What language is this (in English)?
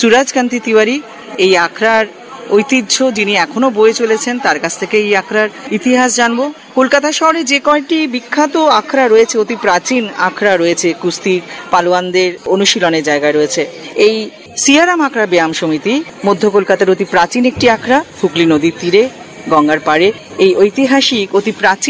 Bangla